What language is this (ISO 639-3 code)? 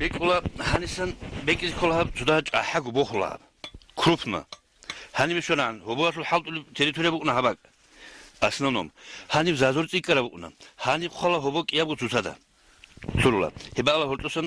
ava